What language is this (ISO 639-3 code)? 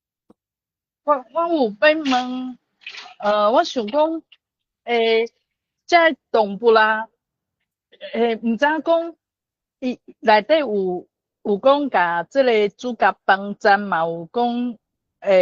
nan